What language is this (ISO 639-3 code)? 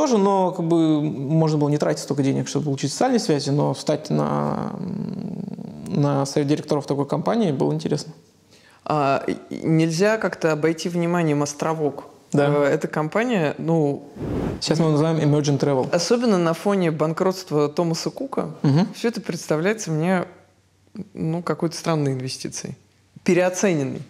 rus